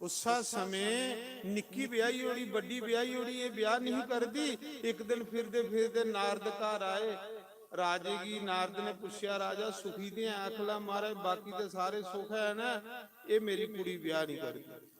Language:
Dogri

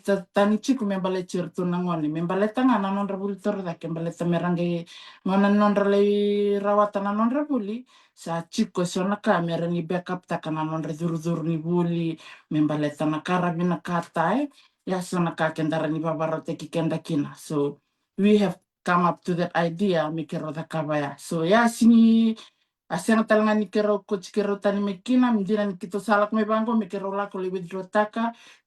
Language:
Fijian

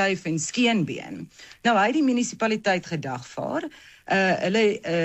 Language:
Afrikaans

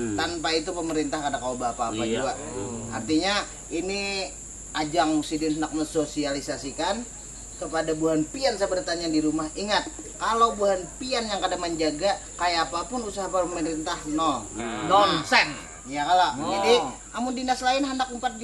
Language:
Banjar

